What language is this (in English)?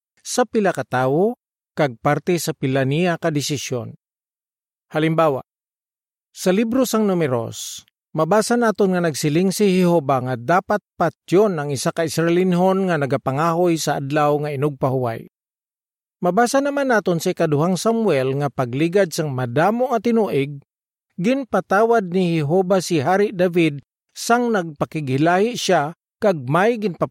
Hiligaynon